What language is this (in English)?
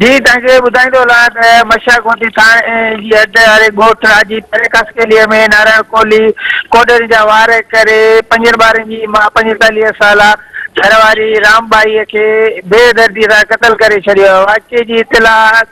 Sindhi